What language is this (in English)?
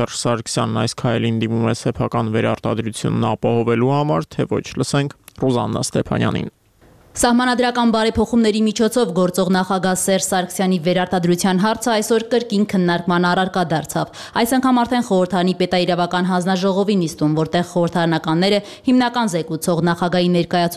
Armenian